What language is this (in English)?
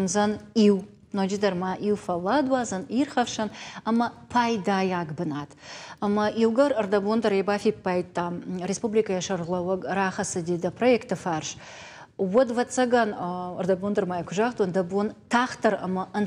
Ossetic